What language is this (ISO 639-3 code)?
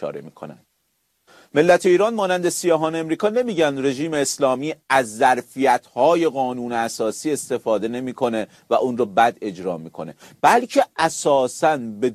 fas